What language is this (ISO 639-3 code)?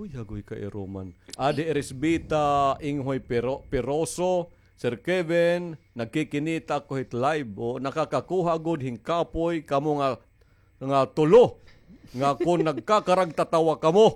war